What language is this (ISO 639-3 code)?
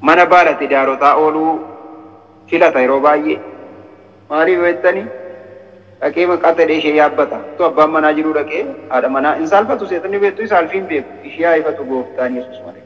orm